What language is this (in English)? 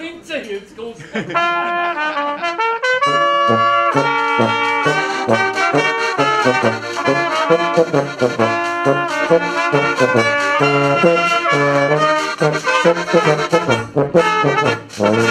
German